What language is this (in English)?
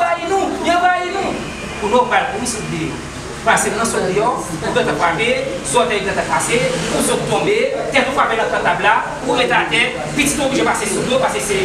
Haitian Creole